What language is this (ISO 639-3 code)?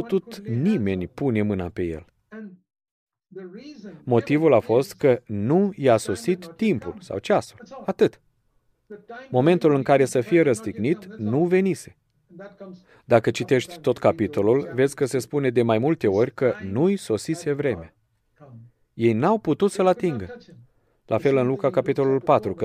ron